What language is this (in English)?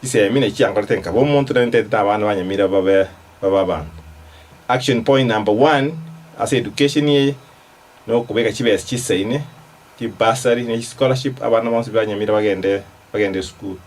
Gusii